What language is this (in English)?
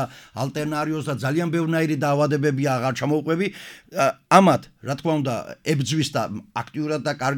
Georgian